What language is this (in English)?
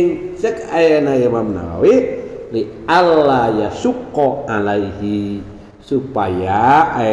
Sundanese